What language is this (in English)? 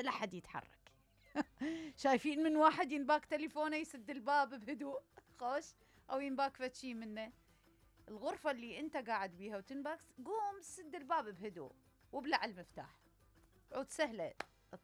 Mesopotamian Arabic